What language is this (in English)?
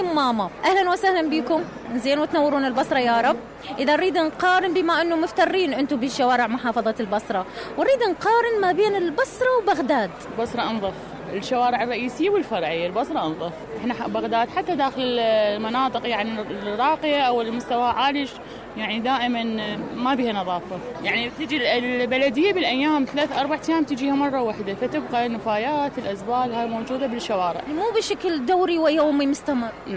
Mesopotamian Arabic